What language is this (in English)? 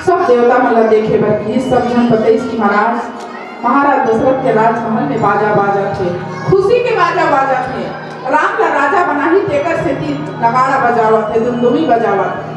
Chhattisgarhi